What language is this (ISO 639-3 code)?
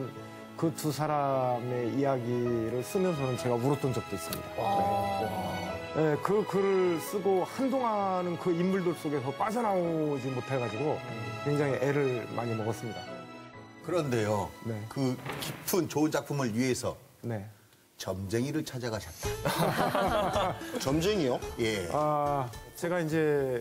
kor